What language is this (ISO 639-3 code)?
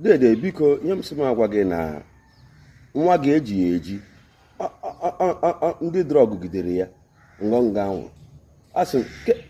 ibo